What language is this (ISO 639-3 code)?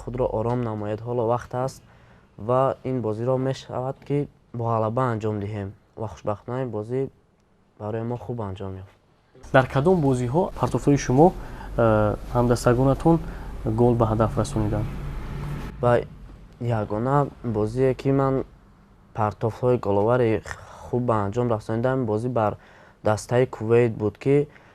tgk